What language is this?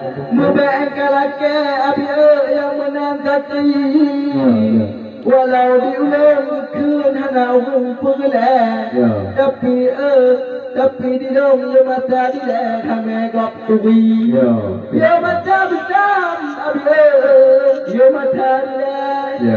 Achinese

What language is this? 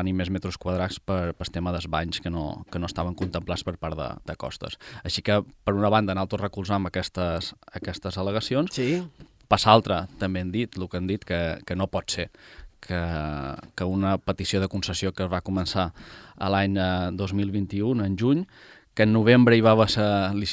Catalan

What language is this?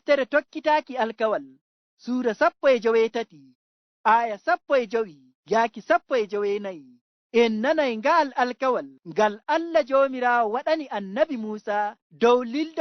Fula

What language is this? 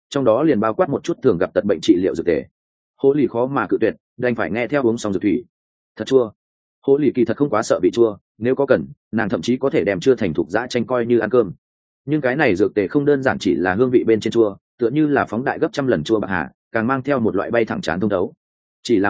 Vietnamese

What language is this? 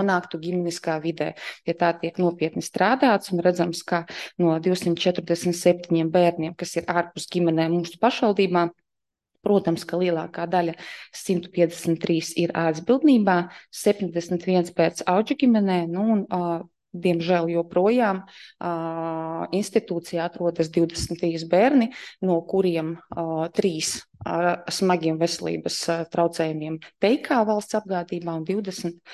Latvian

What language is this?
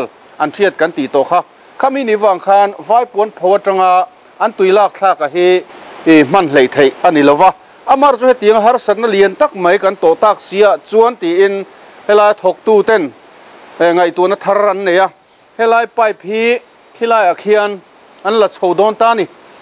Mizo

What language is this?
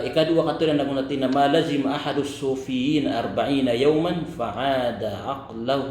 Maranao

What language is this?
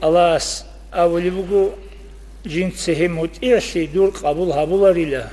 Avaric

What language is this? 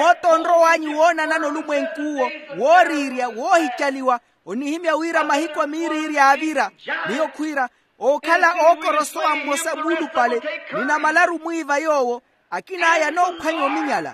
Makhuwa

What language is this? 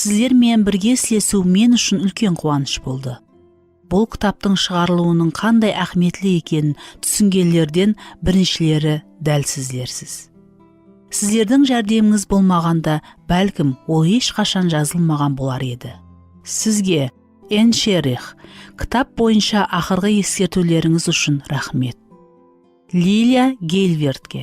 Kara-Kalpak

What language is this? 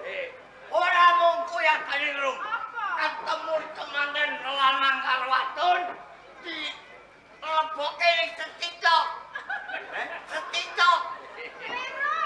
Javanese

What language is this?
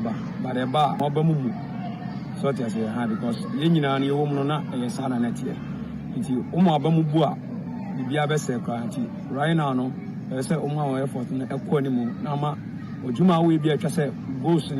Akan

